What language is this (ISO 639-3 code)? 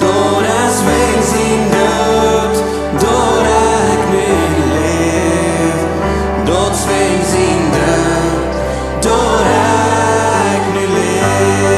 pdt